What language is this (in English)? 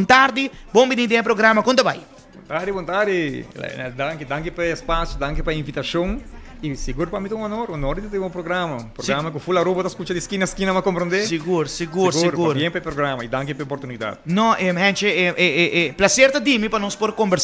Papiamento